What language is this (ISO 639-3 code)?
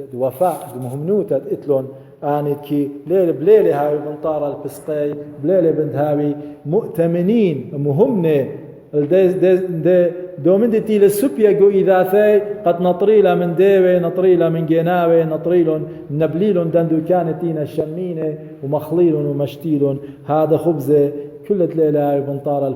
aii